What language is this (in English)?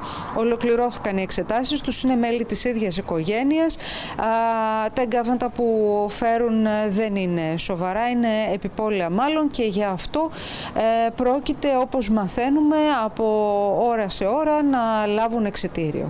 Greek